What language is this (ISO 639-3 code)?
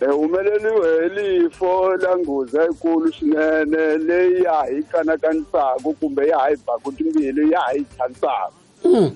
tso